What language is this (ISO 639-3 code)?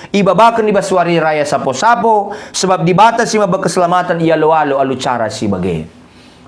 btx